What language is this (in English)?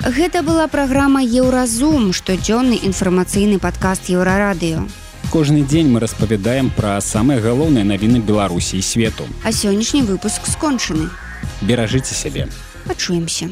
Belarusian